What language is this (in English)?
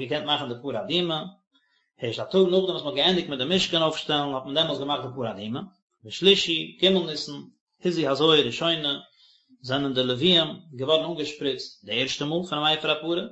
Yiddish